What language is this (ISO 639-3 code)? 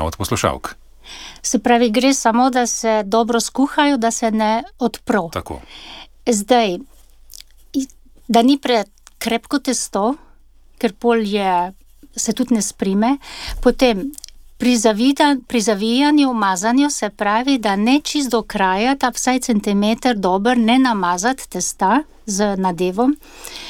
slv